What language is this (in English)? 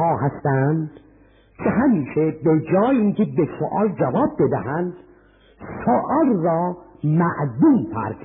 Persian